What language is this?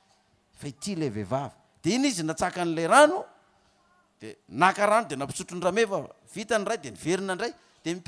Malagasy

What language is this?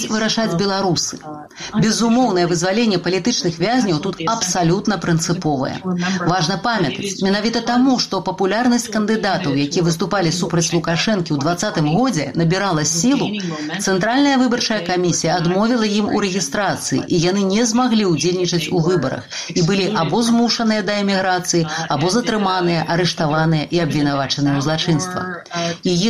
Belarusian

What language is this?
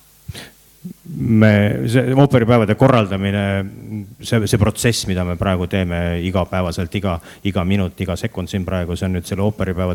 Estonian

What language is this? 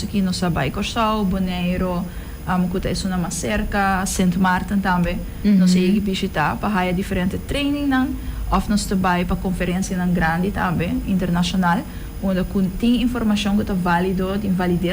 Papiamento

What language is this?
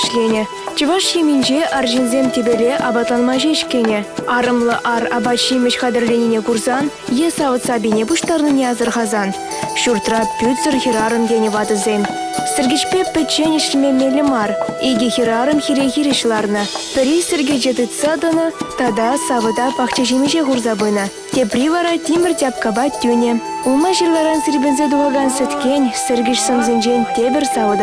Chuvash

